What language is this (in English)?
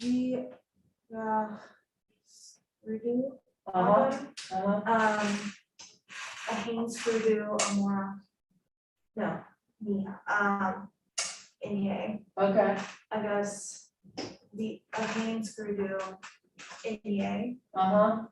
Irish